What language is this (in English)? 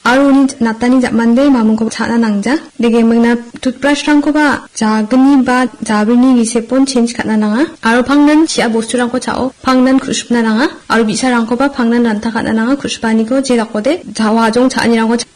Garo